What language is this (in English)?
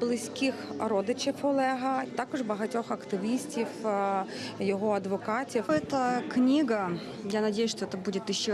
Crimean Tatar